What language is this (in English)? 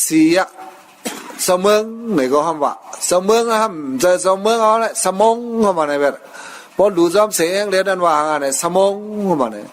Shan